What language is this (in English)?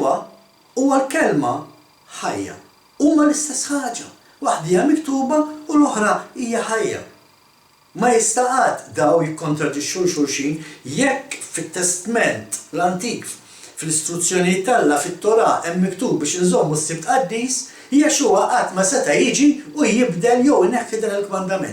Maltese